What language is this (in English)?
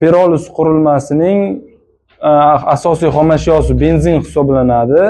Uzbek